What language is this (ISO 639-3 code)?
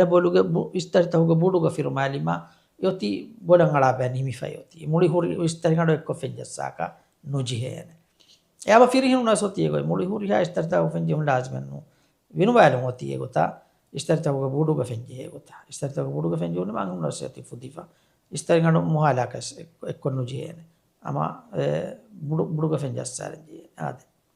div